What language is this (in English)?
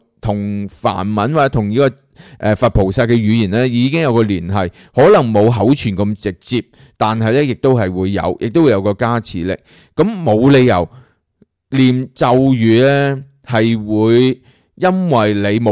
Cantonese